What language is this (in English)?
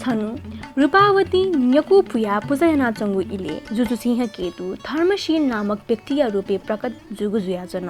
Newari